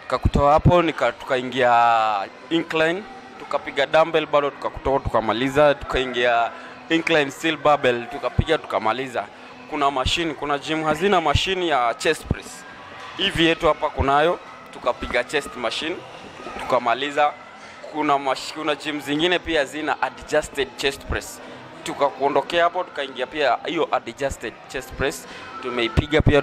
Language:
Swahili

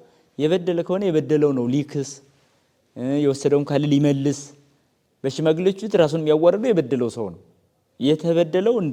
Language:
Amharic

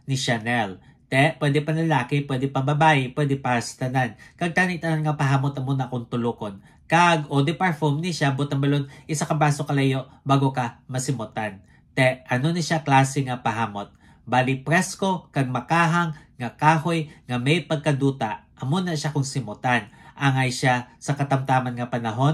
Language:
Hiligaynon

